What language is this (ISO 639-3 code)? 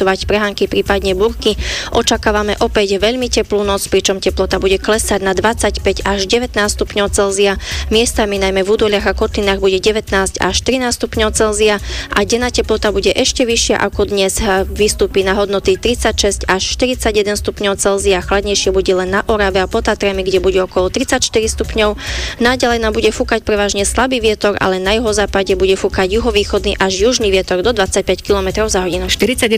slk